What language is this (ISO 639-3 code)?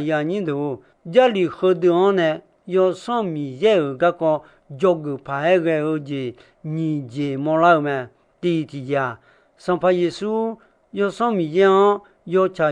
ahk